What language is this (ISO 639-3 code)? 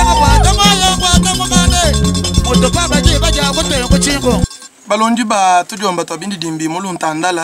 lua